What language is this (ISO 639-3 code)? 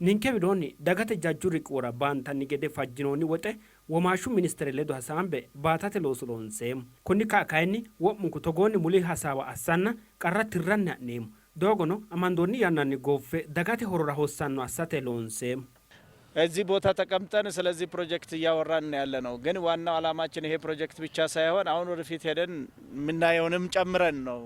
sid